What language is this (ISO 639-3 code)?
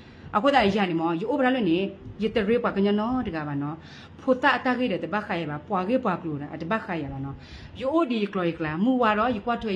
ksw